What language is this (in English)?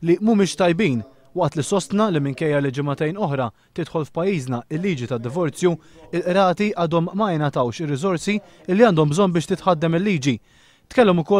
Maltese